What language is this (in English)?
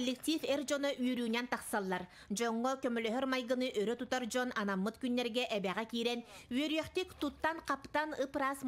Yakut